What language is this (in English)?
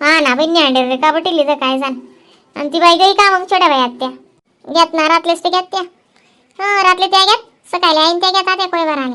Khandesi